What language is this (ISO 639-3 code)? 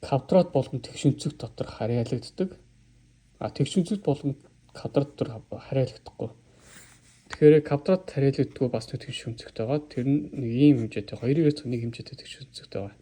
mon